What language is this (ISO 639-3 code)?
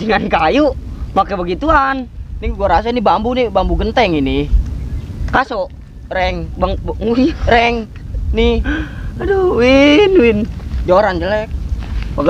bew